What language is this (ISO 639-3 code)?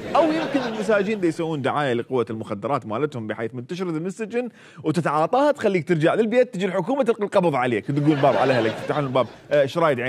acm